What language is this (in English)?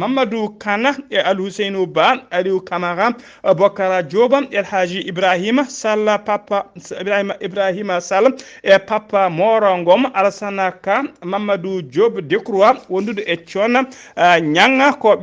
Fula